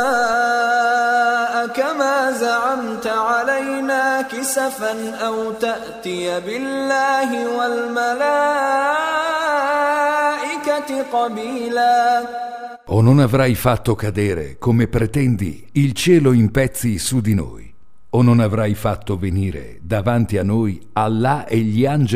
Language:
Italian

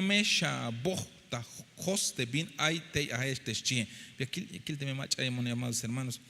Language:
Tzeltal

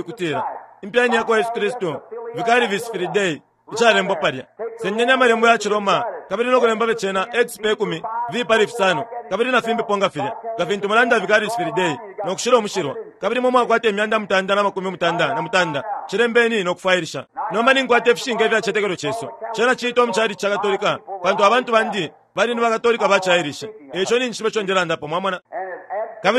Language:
Bemba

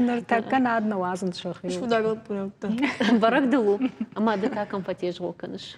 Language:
Ossetic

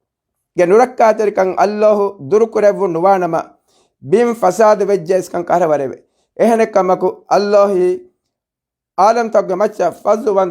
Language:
Divehi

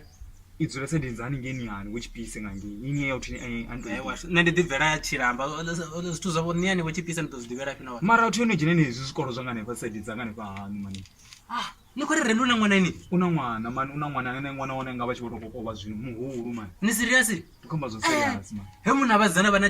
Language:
Venda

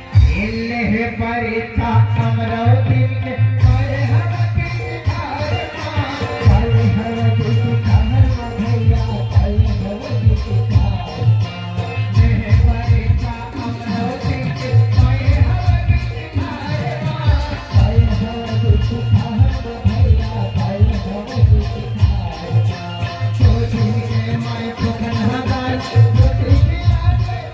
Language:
Chhattisgarhi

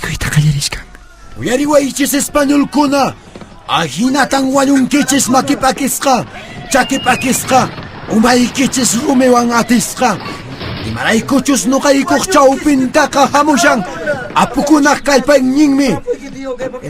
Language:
Quechua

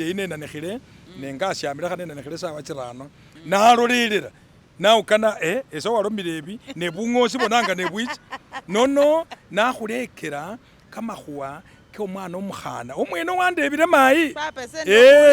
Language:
Masaaba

